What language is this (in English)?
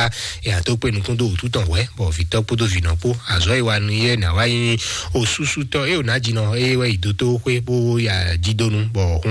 Fon